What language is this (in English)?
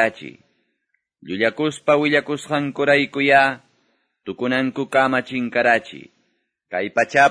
Quechua